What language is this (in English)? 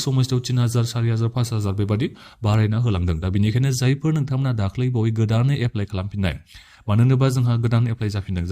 Bodo